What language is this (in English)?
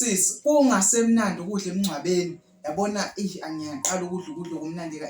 Zulu